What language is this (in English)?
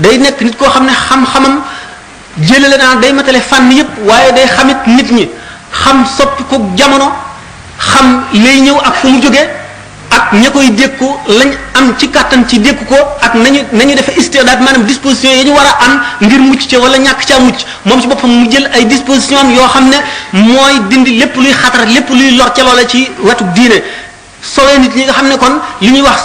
Wolof